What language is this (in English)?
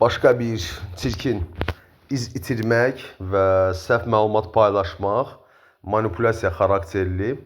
Azerbaijani